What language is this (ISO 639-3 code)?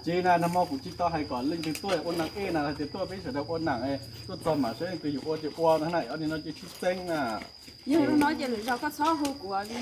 hmn